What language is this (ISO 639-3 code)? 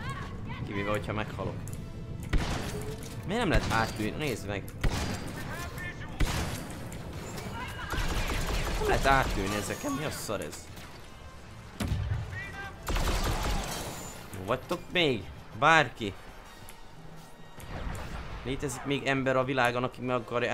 hun